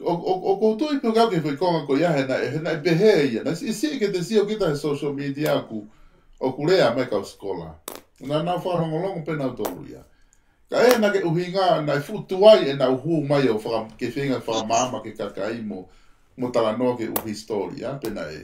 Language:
Tongan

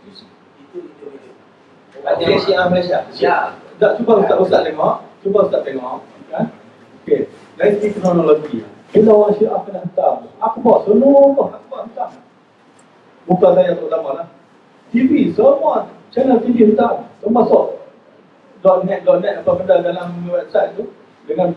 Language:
Malay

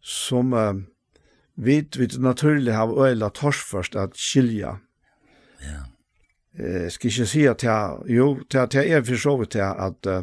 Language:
Faroese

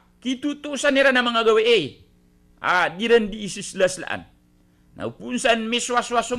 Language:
Maranao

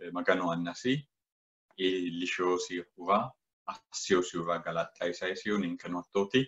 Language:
Sidamo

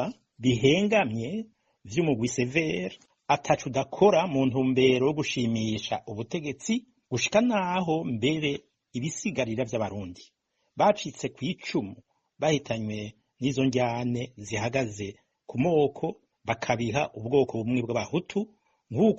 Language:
Rundi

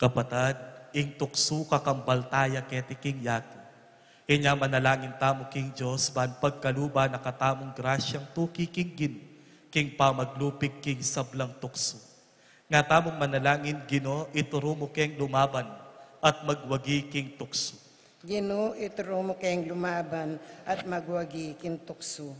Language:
Pampanga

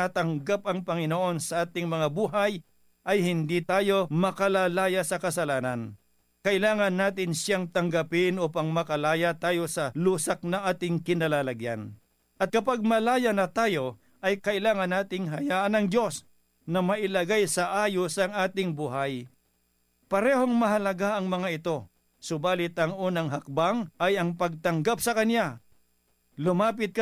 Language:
Filipino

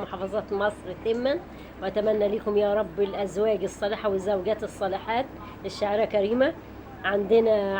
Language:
Egyptian Arabic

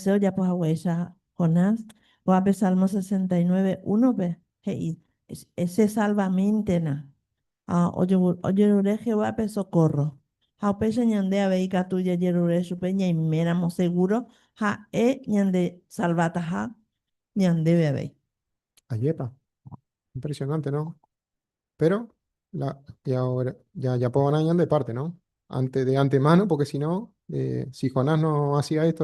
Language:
Guarani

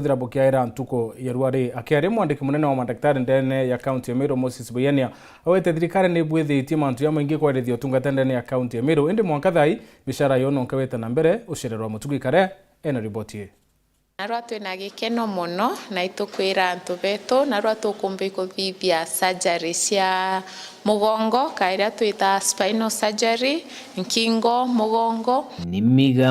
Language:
Meru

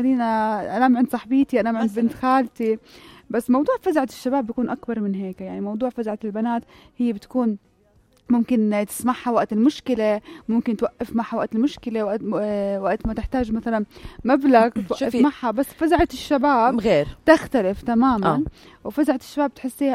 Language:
North Levantine Arabic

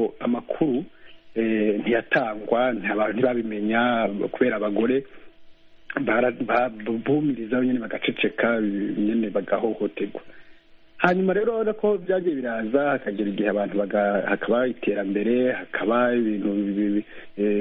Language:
Kinyarwanda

